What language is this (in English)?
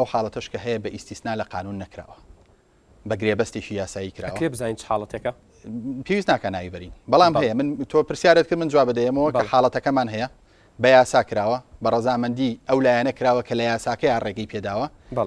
Central Kurdish